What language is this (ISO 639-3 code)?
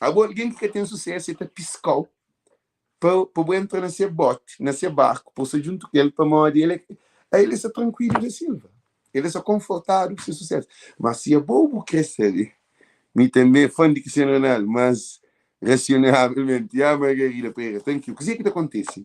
kea